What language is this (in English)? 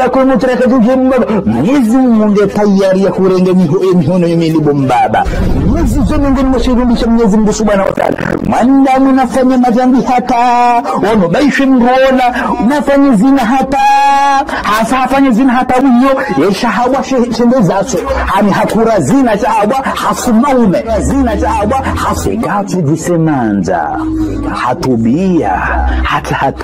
Ngazidja Comorian